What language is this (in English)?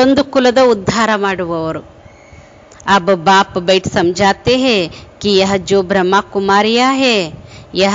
Kannada